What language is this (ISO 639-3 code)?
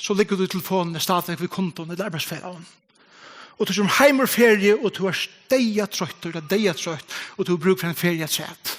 fao